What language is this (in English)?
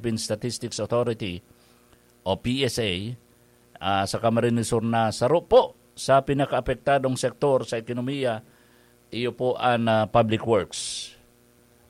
Bikol